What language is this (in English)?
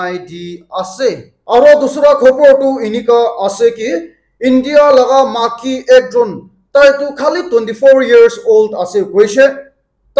Naga Pidgin